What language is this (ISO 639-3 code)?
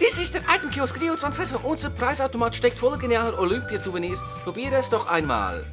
gsw